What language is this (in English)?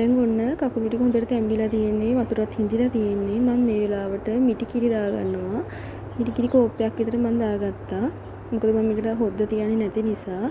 Sinhala